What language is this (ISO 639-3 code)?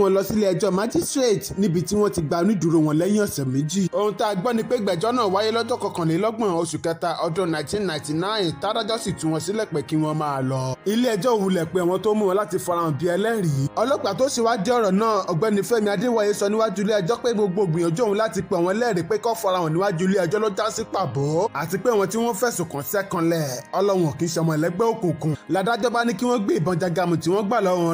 yor